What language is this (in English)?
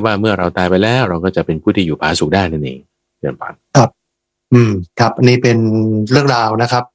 Thai